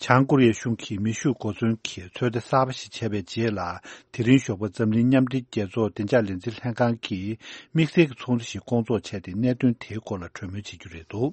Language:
Tibetan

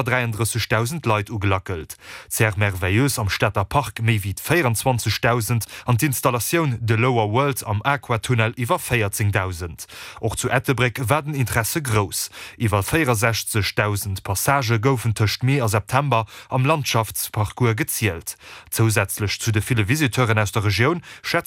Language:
Luxembourgish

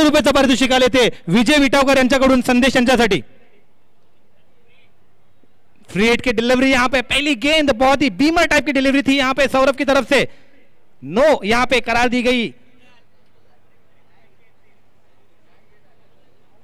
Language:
Marathi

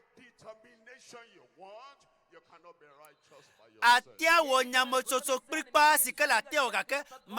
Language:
Ewe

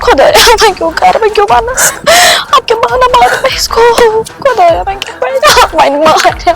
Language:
Kashmiri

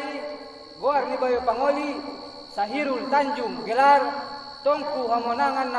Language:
Batak Angkola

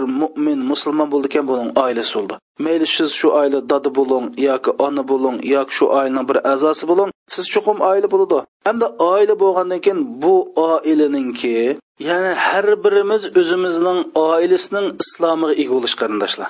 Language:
Uyghur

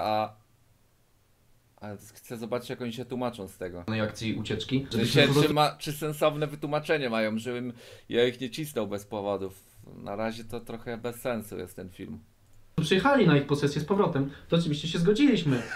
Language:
Polish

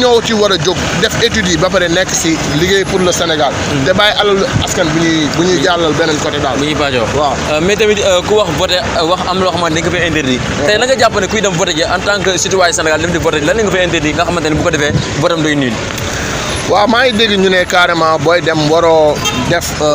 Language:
Wolof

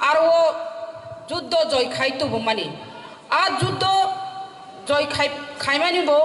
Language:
Kok Borok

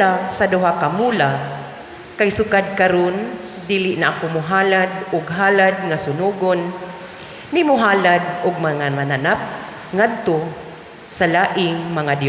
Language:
Cebuano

